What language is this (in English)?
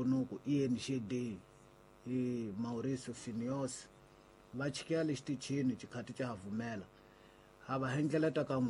Tsonga